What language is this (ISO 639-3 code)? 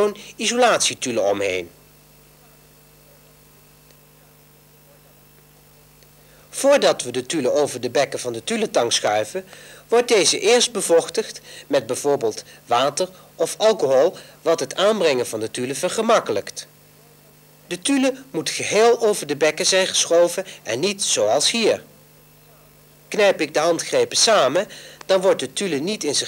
nld